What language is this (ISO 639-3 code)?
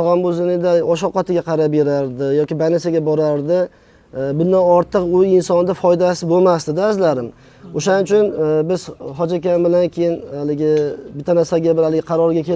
uzb